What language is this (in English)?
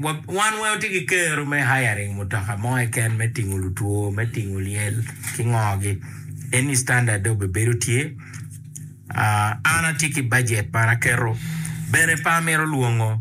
Acoli